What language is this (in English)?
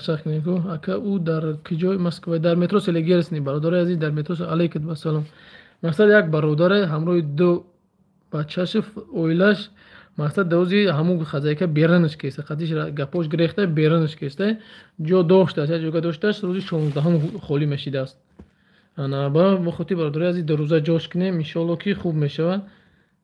Tajik